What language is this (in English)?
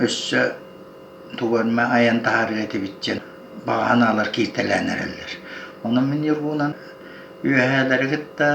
Yakut